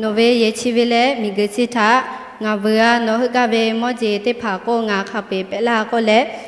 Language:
Lahu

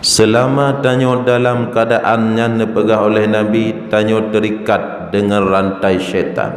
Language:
Achinese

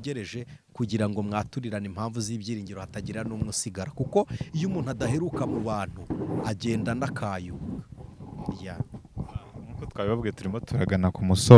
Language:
Kinyarwanda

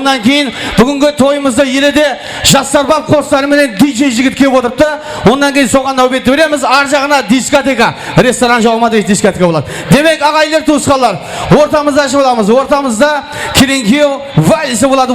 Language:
Kara-Kalpak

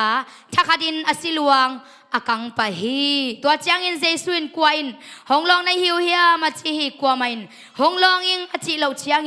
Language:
Tedim Chin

